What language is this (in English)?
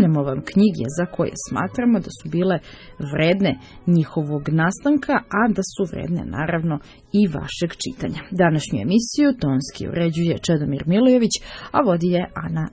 Serbian